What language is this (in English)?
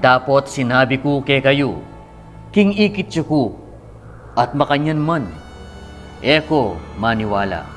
Pampanga